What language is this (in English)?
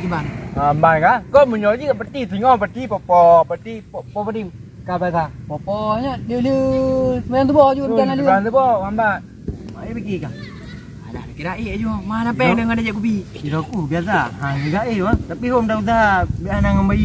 Achinese